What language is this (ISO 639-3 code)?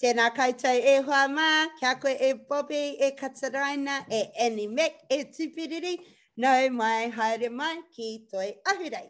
mri